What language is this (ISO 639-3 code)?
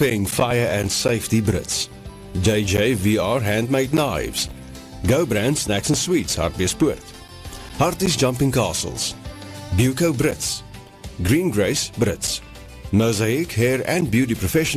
afr